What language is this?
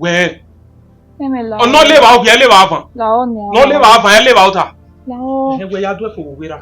Bini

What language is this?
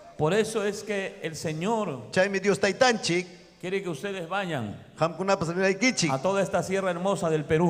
Ayacucho Quechua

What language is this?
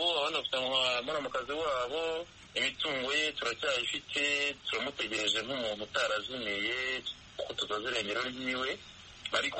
Kinyarwanda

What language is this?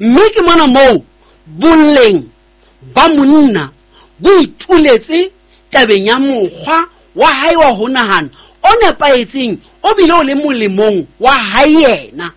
Southern Sotho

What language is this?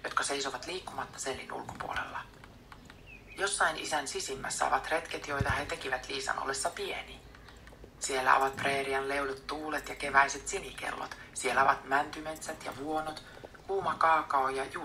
Finnish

